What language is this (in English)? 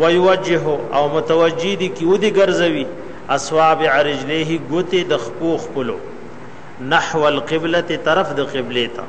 Pashto